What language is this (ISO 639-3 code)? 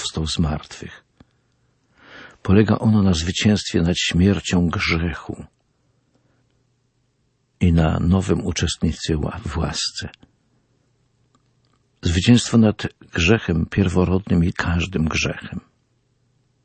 pol